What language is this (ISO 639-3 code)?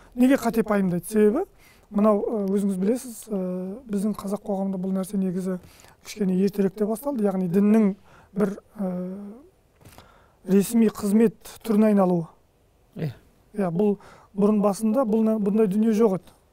kaz